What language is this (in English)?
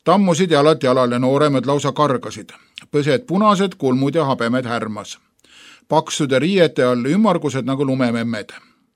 Estonian